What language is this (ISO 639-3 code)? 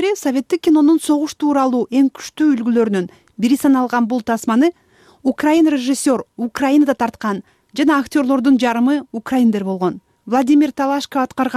kir